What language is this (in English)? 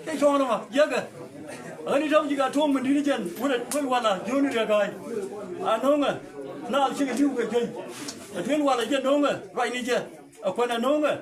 Nuer